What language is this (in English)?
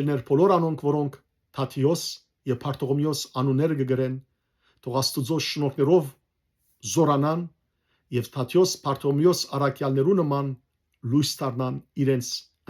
Western Armenian